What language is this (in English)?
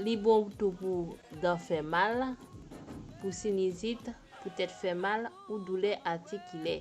Haitian Creole